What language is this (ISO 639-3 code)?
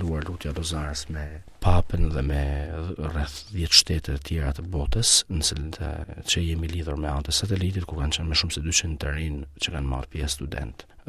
sqi